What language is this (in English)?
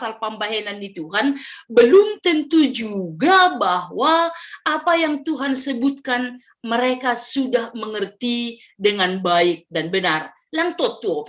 Batak Simalungun